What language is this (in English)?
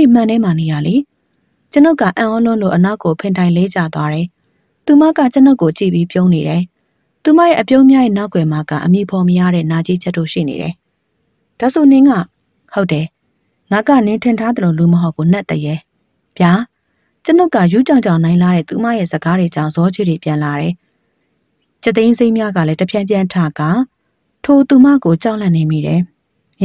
Burmese